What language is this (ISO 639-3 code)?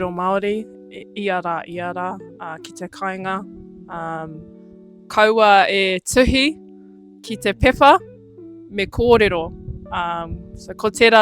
mri